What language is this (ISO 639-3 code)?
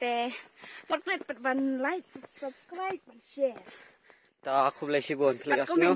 kha